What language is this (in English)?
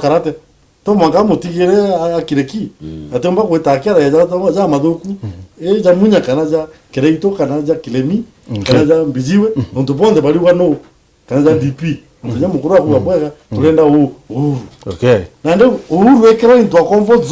Meru